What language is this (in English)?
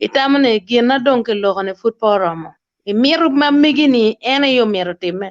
Acoli